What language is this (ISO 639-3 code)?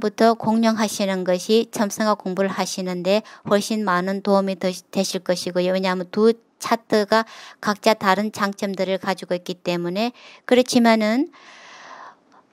kor